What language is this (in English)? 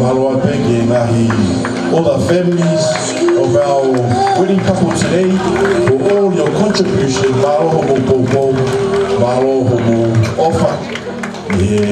Tongan